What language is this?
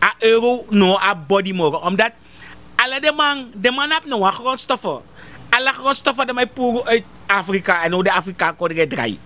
Sranan Tongo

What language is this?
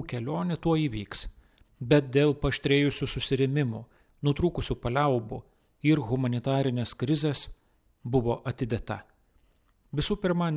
Lithuanian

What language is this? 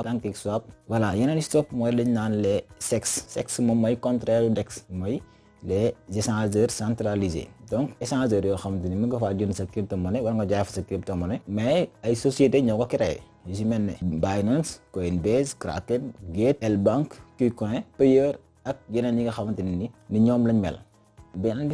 Wolof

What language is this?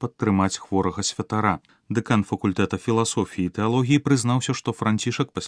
Belarusian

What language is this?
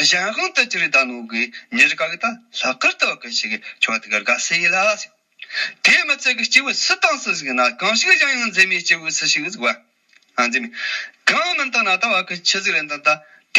Tibetan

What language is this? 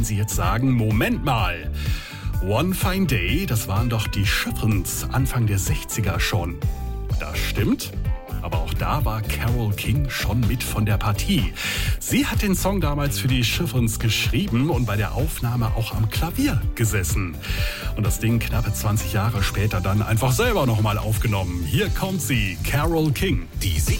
German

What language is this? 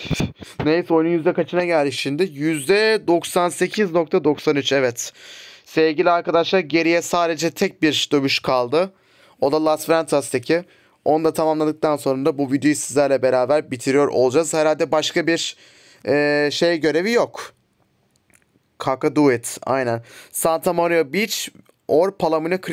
Turkish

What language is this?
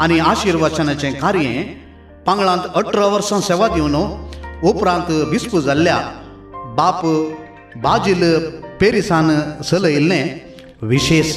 Konkani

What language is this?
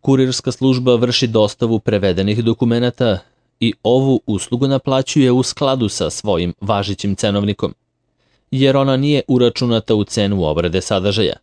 Serbian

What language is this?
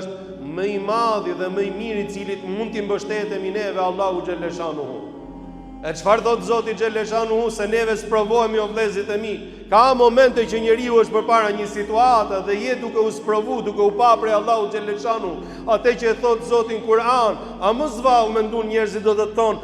Albanian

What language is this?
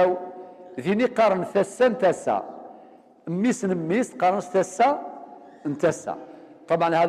Kabyle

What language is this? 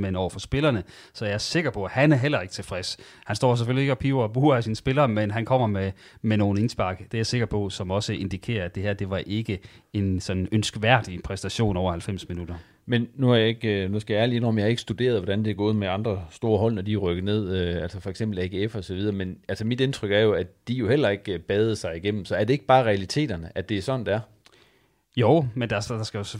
Danish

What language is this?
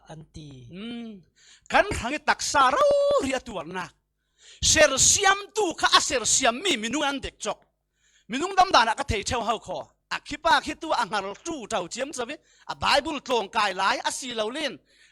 Falam Chin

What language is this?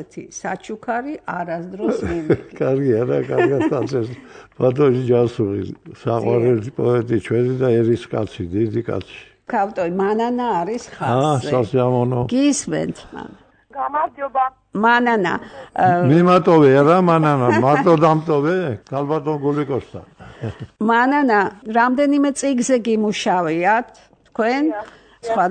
Georgian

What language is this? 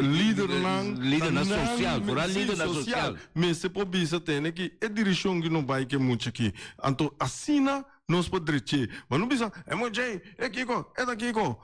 Papiamento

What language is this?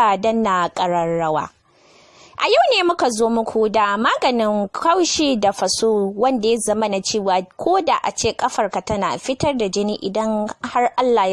Hausa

